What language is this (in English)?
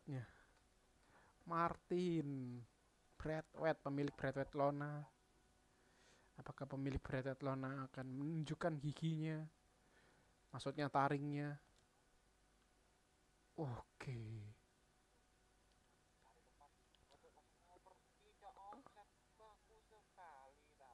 Indonesian